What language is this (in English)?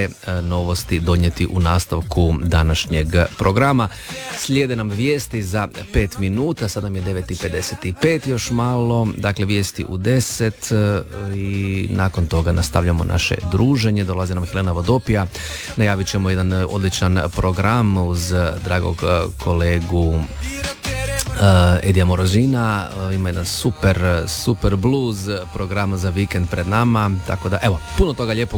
Croatian